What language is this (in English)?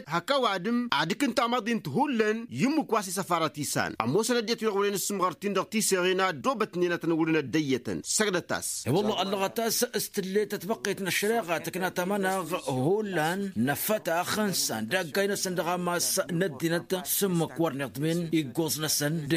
Tamasheq